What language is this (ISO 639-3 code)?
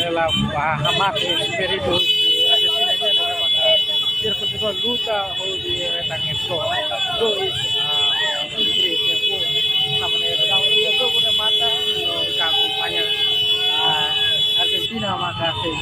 tet